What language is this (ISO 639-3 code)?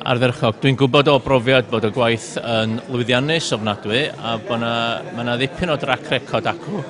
cym